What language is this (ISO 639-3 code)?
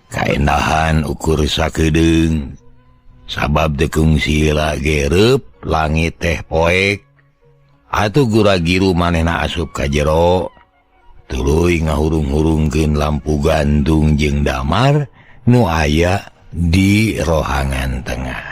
sun